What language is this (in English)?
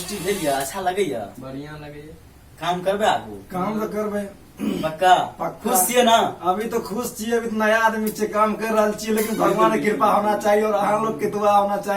Maithili